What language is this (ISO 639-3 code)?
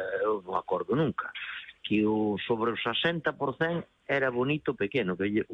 glg